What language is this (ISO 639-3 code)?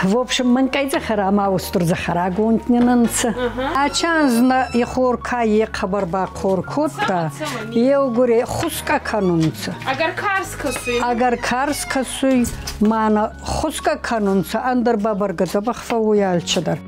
oss